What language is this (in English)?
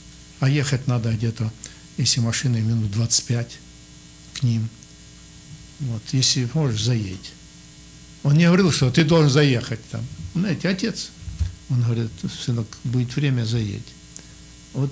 Russian